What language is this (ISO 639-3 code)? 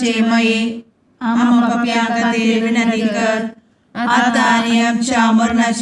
kok